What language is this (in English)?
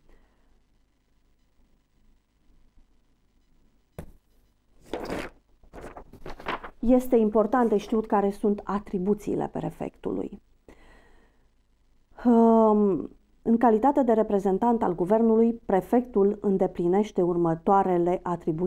Romanian